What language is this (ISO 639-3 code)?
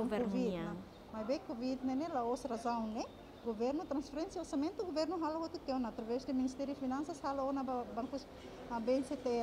tet